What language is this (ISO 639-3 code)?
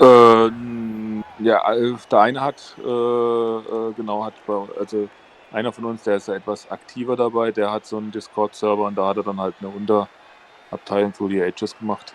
gsw